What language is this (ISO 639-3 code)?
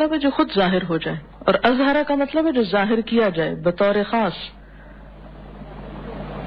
urd